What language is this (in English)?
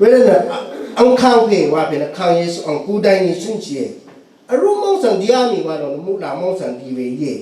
Rawang